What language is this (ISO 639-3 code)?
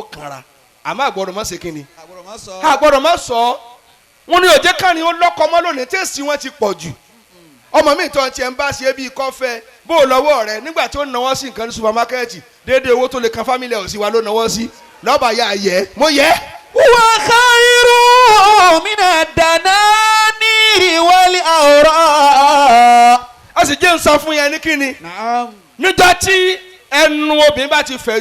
yor